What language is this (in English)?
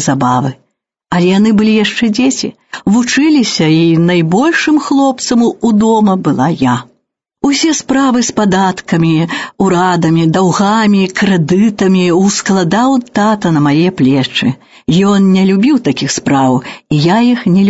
Belarusian